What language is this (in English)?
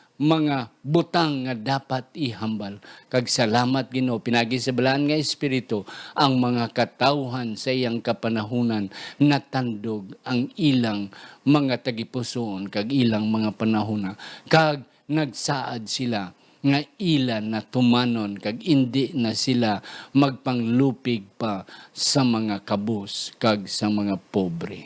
Hiligaynon